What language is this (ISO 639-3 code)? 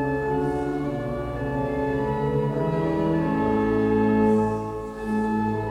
est